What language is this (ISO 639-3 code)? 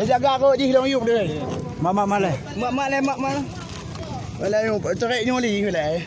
ace